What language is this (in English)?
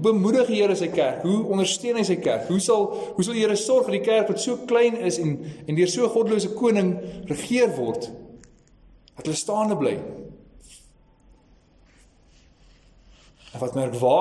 Afrikaans